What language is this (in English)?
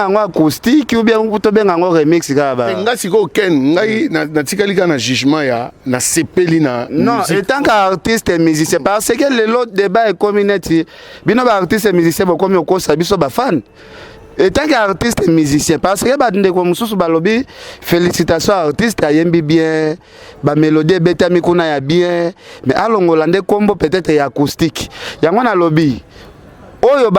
Lingala